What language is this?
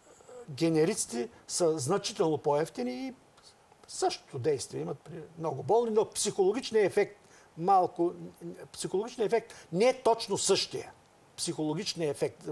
Bulgarian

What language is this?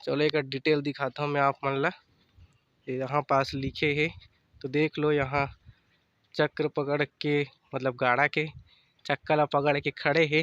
Chhattisgarhi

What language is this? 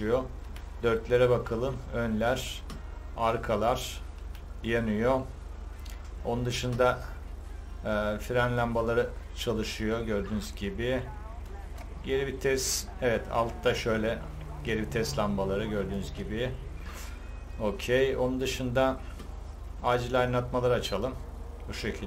Turkish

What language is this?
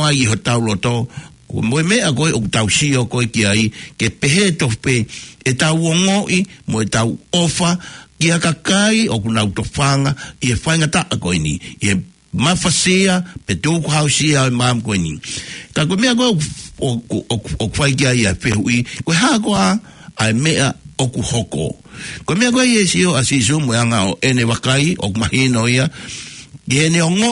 Tongan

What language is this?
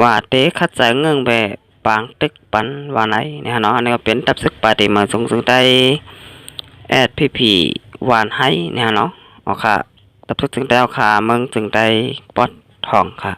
Shan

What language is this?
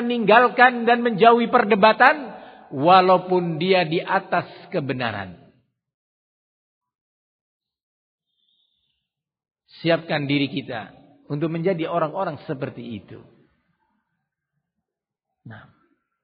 Indonesian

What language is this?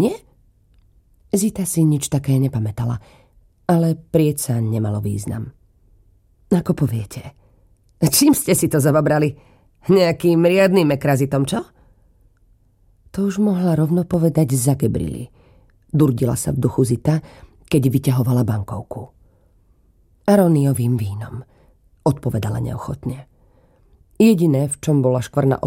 Slovak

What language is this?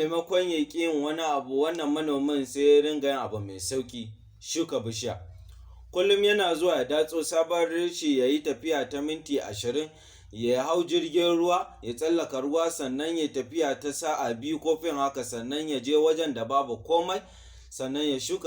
Hausa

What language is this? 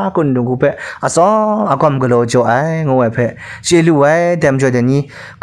Kachin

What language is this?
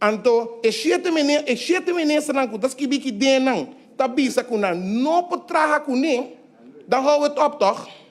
Papiamento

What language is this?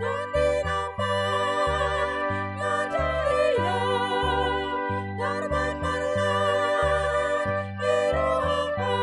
Batak Toba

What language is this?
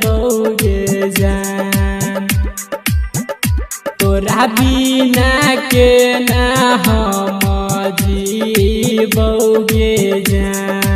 Bhojpuri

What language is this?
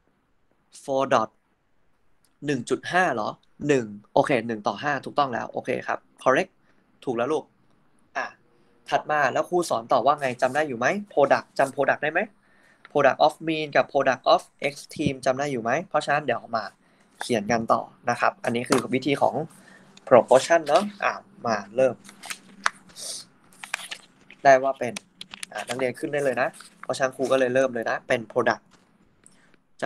Thai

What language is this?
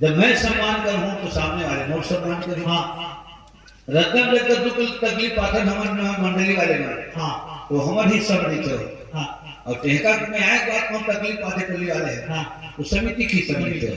Chhattisgarhi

